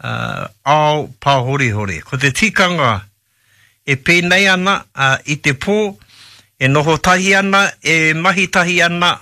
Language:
Māori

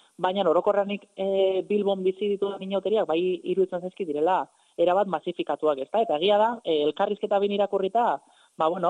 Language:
Basque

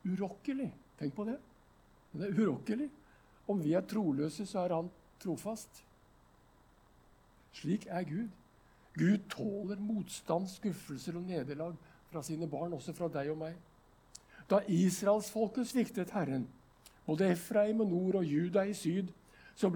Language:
Norwegian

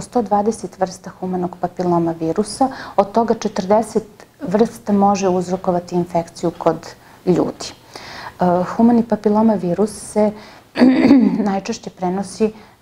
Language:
Serbian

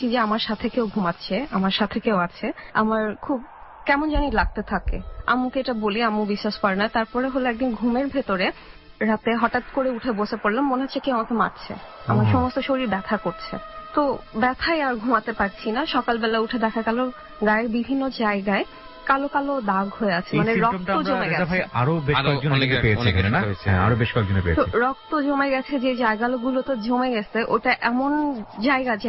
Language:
Bangla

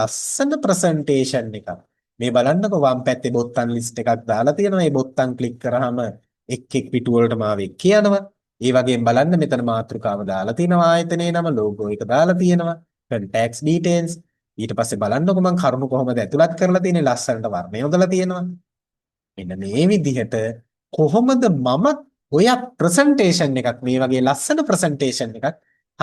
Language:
Sinhala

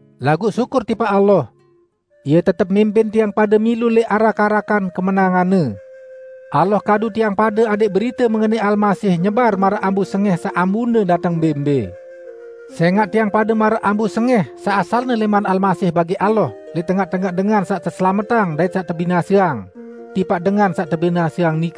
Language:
Sasak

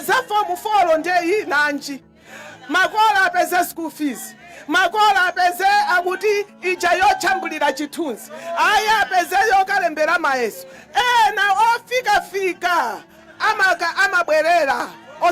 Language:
Nyanja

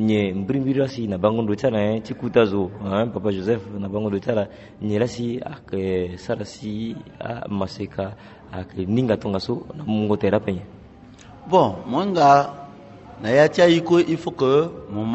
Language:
Sango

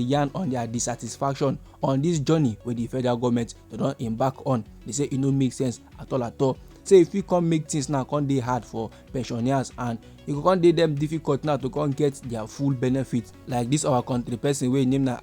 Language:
Nigerian Pidgin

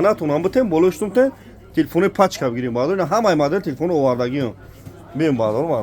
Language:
Tajik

